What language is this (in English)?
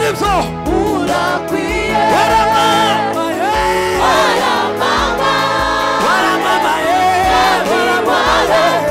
Kinyarwanda